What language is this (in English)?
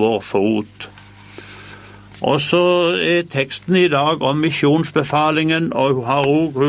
Norwegian